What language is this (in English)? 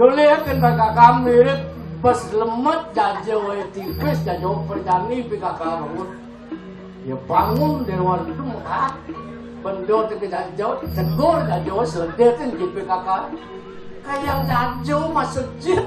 Balinese